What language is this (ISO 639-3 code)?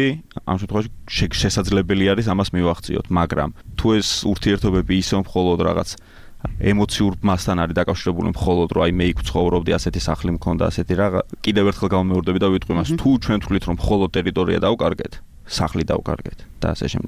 kat